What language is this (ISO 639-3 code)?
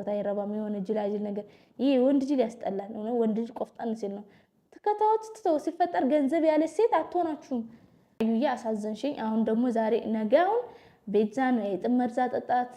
amh